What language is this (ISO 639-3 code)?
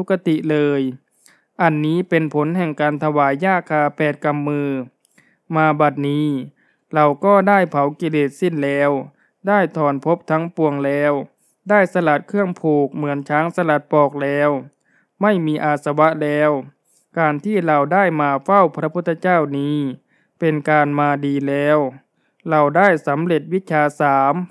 tha